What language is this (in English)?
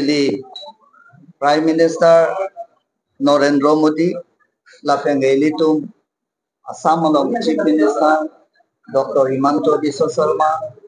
Karbi